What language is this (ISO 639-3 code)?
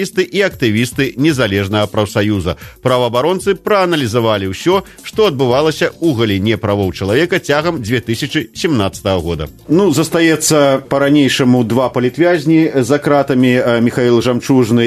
bel